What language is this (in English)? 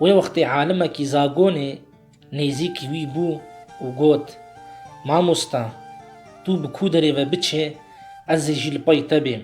Kurdish